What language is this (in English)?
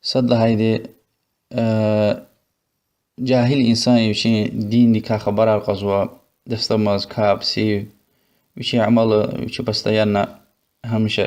Lezghian